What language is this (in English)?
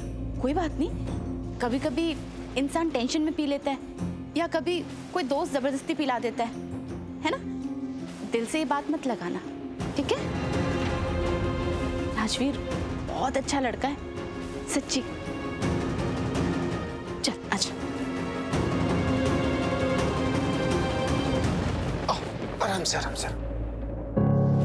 Hindi